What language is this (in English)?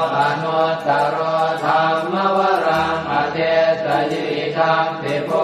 Pali